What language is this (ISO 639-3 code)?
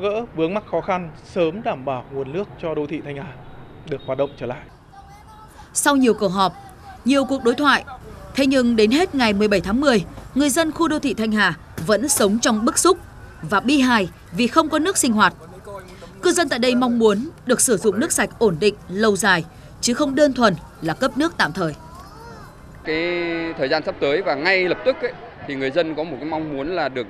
vie